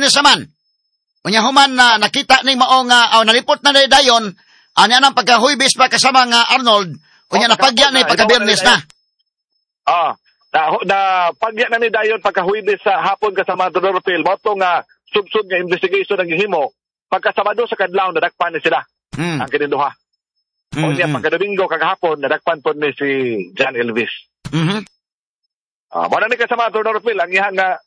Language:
Cebuano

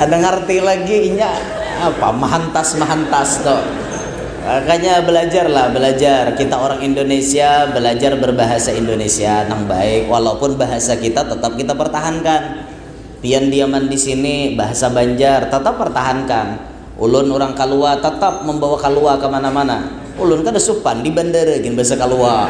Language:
Banjar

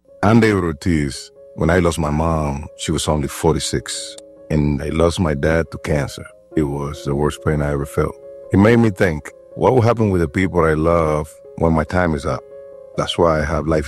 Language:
English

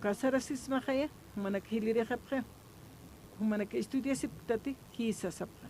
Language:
Aymara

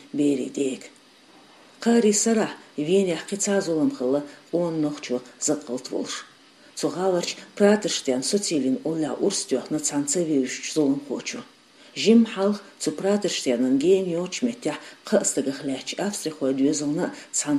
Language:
Chechen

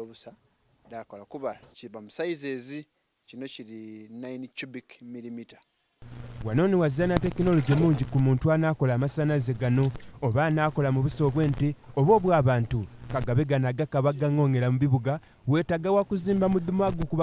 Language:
Soga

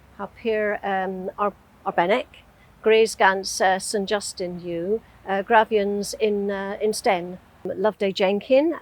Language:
Cornish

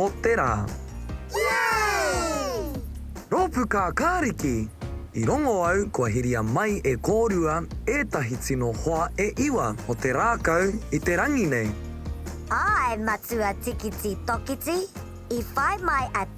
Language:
Māori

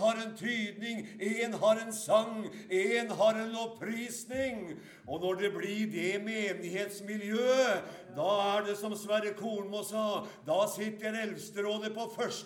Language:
Norwegian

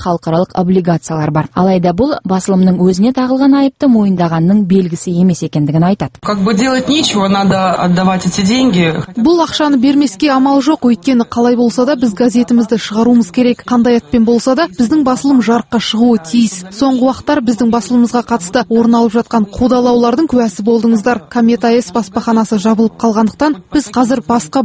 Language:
Kazakh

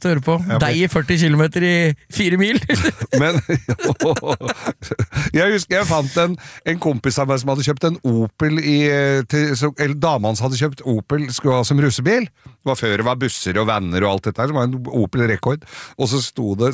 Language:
Norwegian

